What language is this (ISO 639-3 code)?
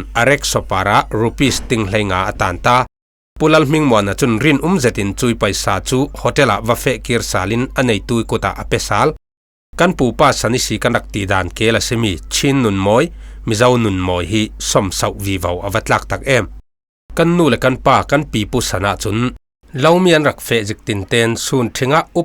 cfm